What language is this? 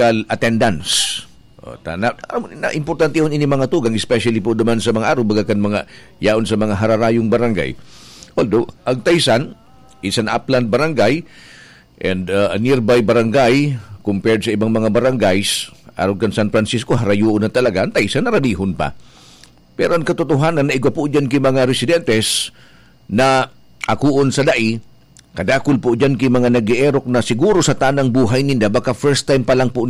Bikol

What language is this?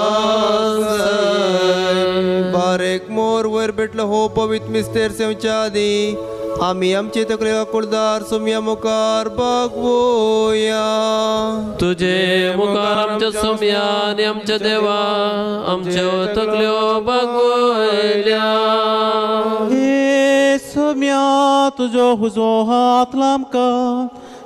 Konkani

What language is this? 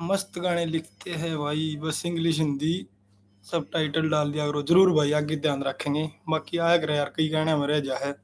Haryanvi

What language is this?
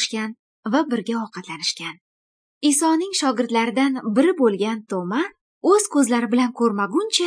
Uyghur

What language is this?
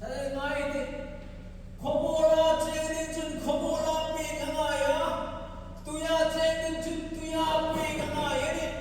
Hmar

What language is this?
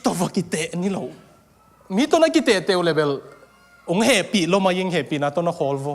Tedim Chin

